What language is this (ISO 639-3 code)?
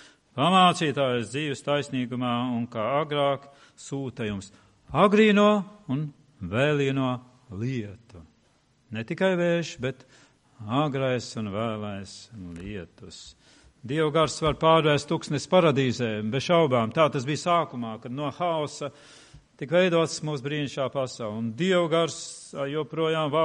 lav